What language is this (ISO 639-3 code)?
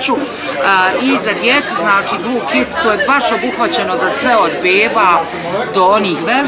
bos